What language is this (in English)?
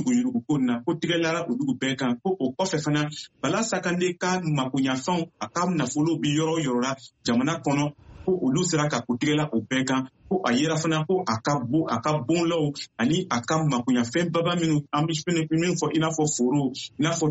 Bambara